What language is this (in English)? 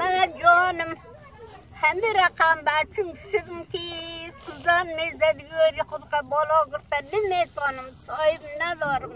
Pashto